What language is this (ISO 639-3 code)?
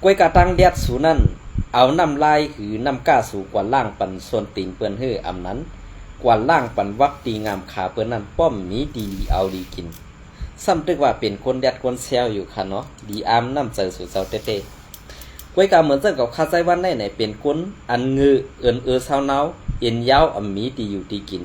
shn